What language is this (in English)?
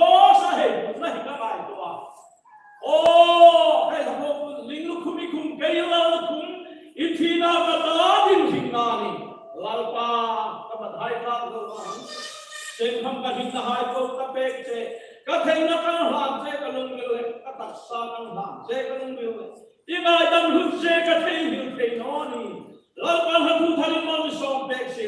Hmar